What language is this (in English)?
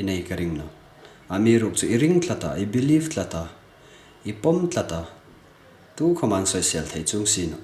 Hmar